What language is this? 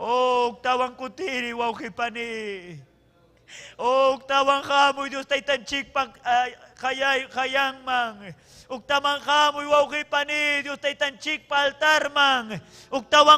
Ayacucho Quechua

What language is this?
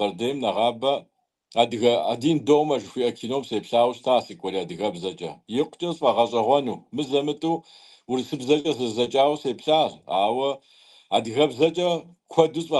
Kabardian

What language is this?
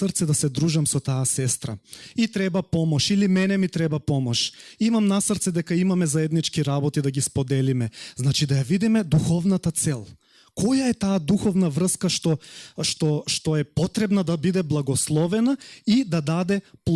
Macedonian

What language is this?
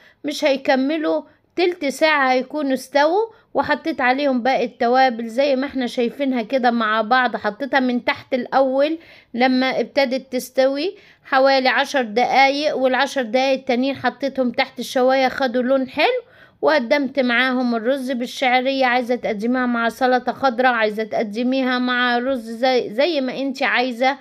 Egyptian Arabic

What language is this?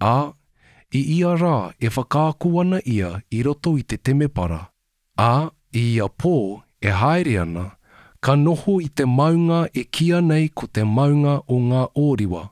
Māori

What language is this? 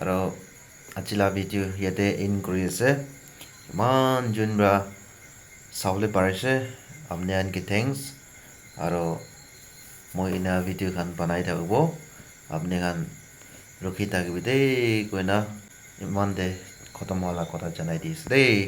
Naga Pidgin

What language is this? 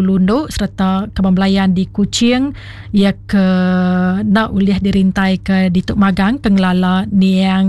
Iban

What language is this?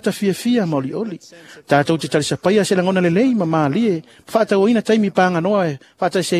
Samoan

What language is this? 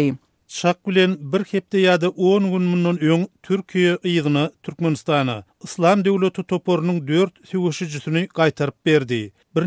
Turkmen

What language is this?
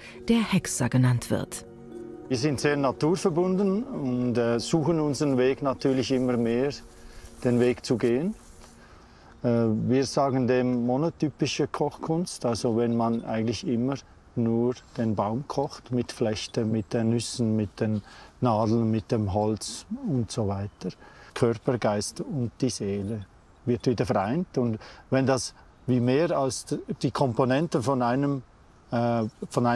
German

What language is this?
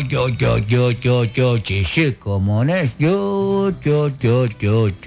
Kekchí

